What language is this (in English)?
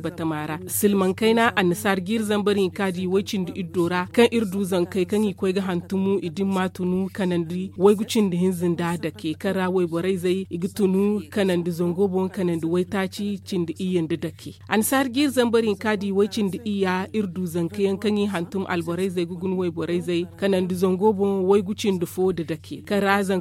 Zarma